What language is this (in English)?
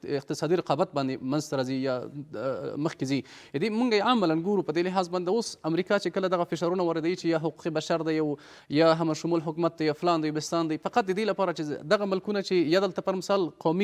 Pashto